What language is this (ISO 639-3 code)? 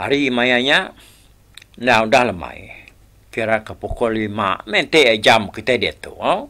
iba